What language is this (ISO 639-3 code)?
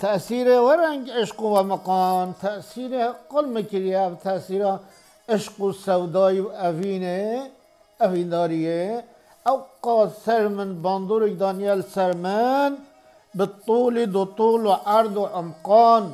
kur